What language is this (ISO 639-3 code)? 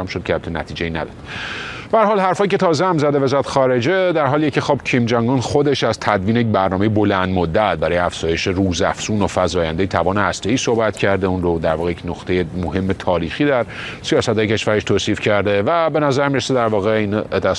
fas